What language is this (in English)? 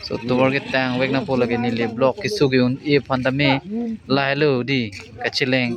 Karbi